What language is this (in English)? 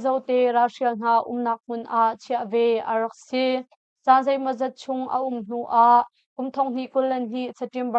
Hakha Chin